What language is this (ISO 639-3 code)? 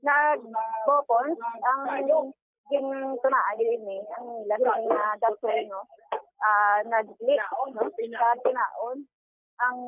hil